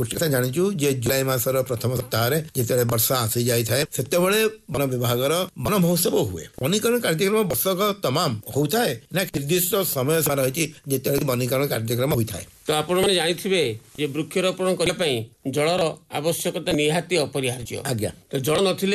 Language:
Odia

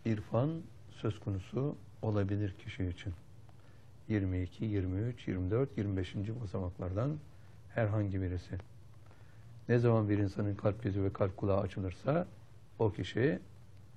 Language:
Turkish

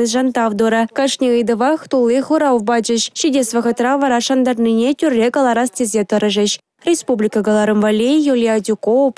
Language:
Chuvash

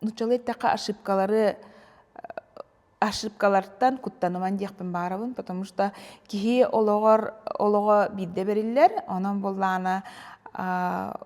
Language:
Yakut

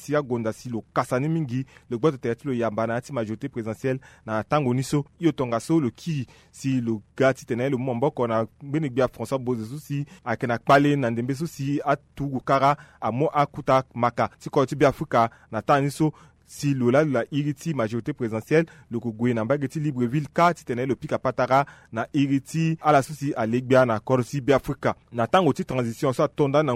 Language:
Sango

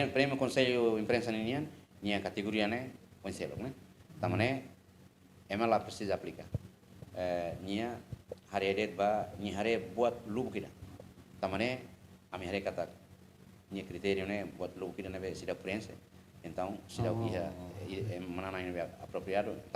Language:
Tetum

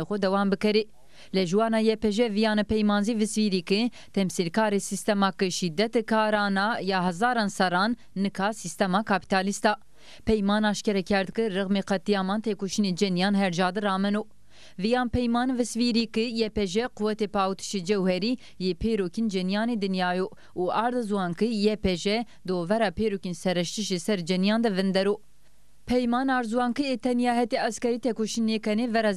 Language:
Zaza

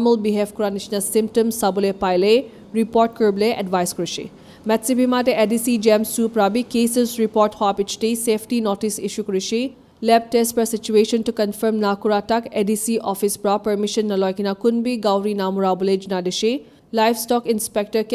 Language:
Naga Pidgin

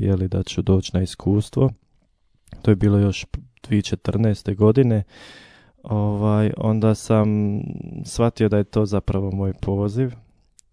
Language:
Croatian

